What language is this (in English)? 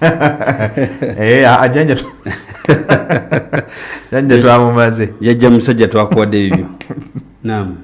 Ganda